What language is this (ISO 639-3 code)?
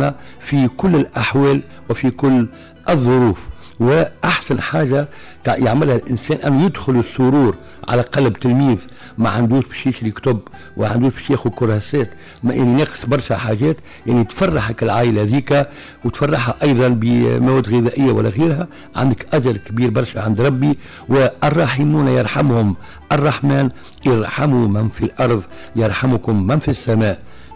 aeb